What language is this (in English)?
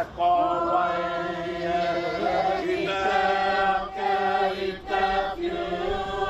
Māori